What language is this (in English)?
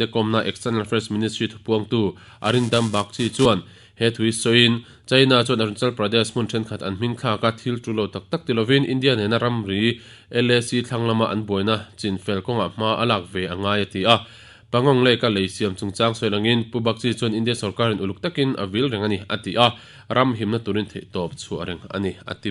Mizo